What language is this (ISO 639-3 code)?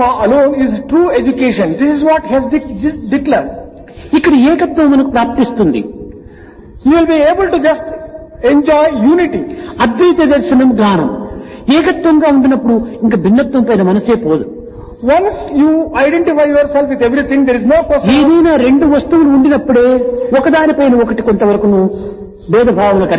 tel